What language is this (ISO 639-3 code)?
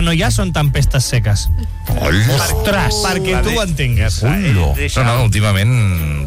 cat